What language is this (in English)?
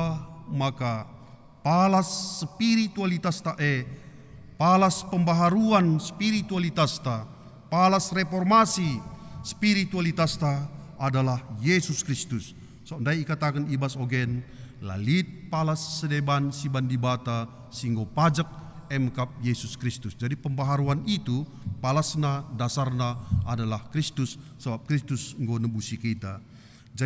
Batak Karo